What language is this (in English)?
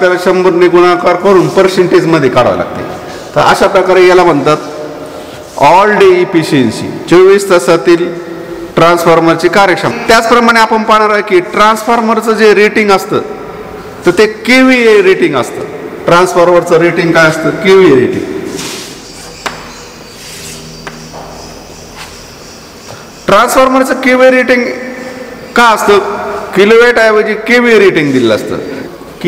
Marathi